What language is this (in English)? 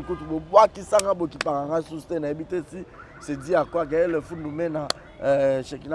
Lingala